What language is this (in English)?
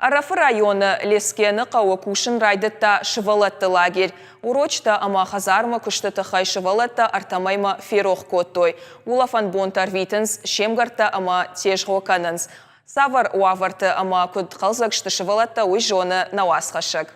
Ossetic